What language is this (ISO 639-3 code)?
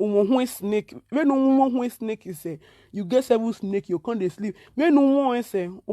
pcm